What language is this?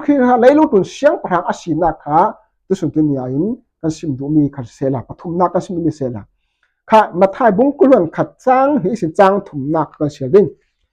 Falam Chin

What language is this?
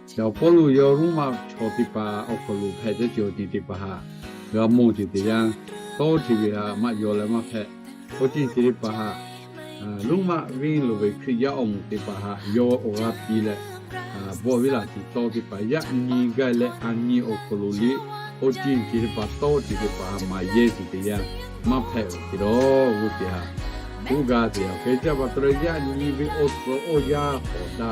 Lahu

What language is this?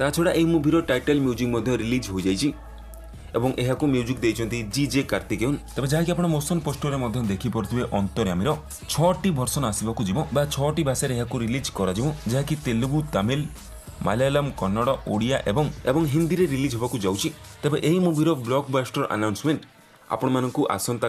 Odia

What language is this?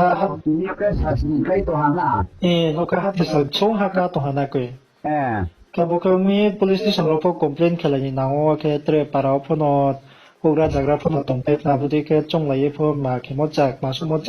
Riang (India)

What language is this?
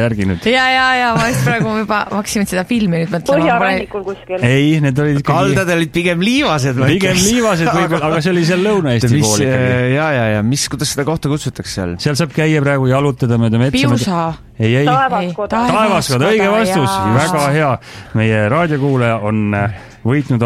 Estonian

